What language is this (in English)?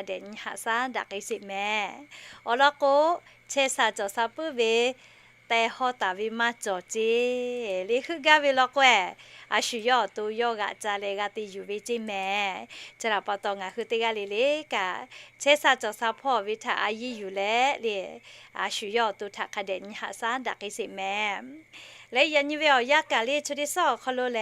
Lahu